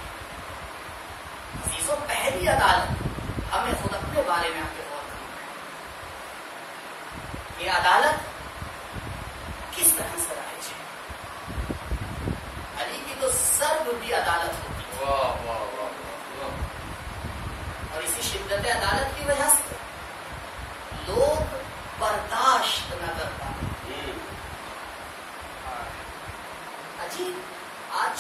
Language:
Urdu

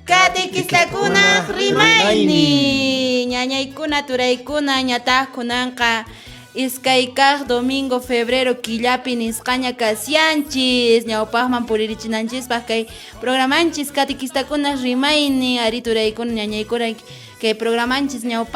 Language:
Quechua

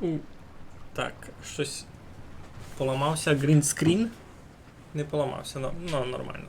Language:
Rusyn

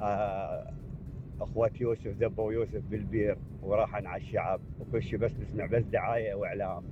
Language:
Mesopotamian Arabic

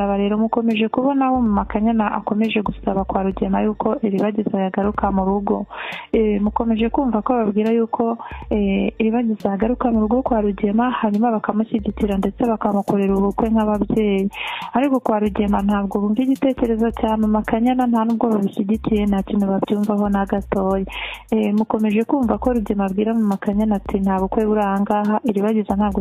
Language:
Kinyarwanda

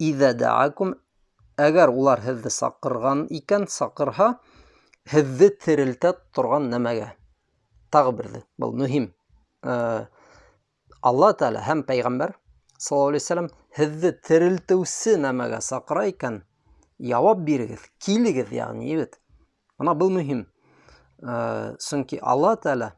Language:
Bashkir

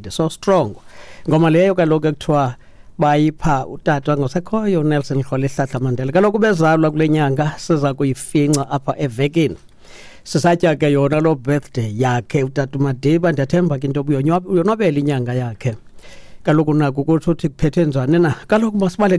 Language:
Xhosa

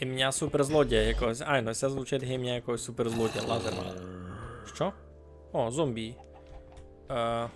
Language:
Rusyn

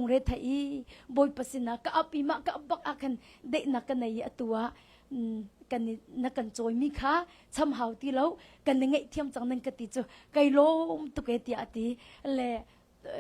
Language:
Hakha Chin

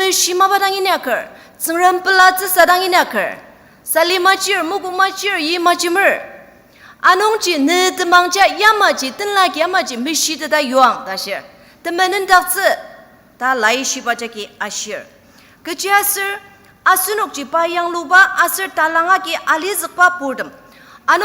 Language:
Ao Naga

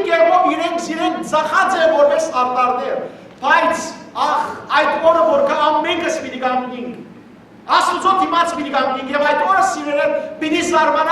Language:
Western Armenian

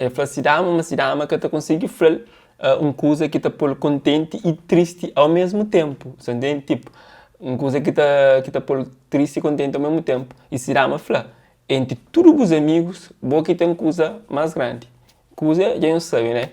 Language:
Kabuverdianu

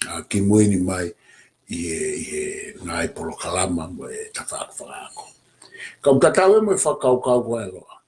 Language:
Tongan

